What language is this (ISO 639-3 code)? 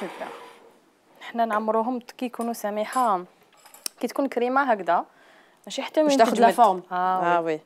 arq